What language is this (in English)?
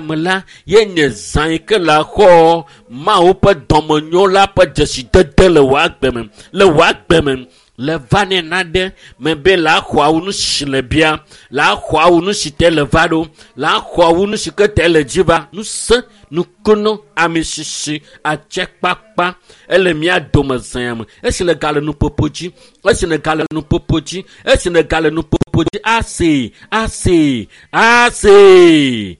Ewe